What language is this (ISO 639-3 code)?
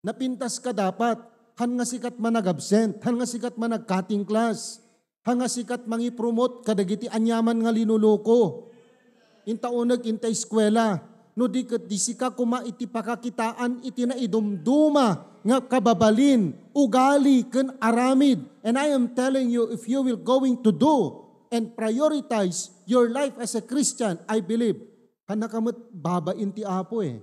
ilo